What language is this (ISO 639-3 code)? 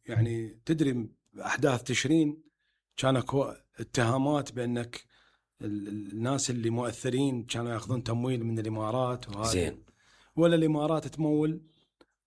acm